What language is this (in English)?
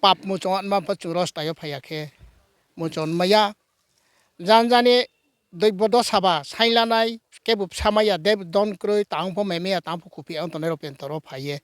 Riang (India)